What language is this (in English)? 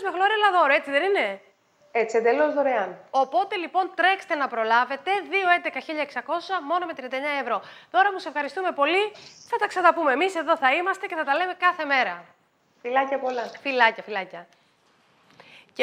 Greek